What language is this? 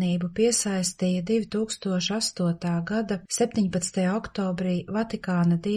Latvian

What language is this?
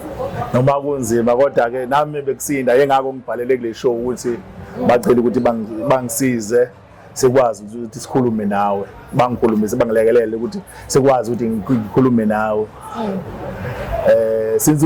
Zulu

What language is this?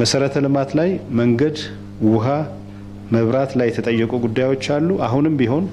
Amharic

